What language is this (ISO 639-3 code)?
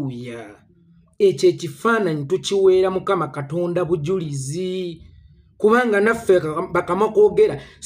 lug